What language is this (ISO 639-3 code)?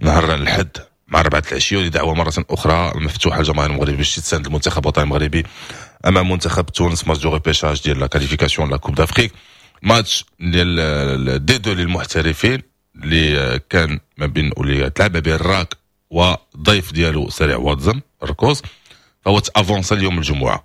ary